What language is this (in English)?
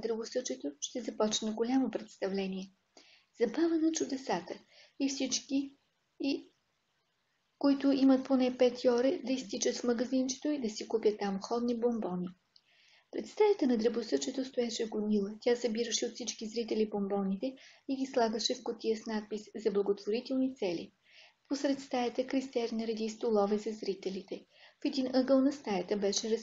Bulgarian